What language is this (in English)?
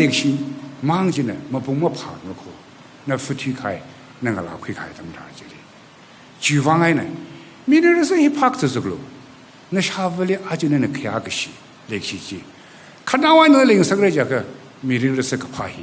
Tangkhul Naga (India)